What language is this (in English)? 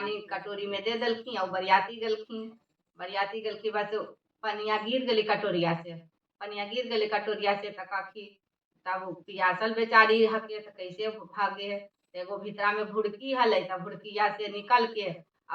Magahi